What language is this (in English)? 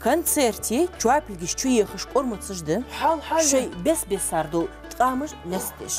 Ingush